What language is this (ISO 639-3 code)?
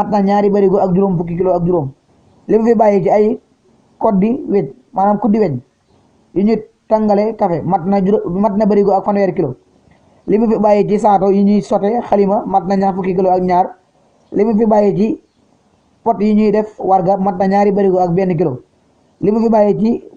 wol